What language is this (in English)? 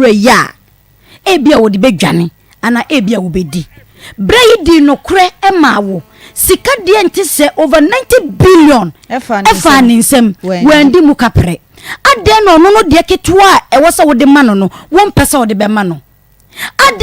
Akan